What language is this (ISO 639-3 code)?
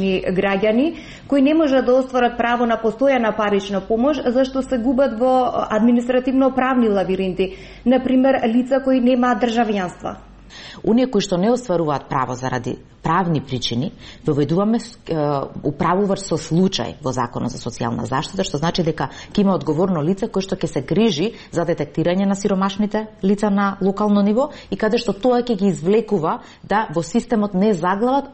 mkd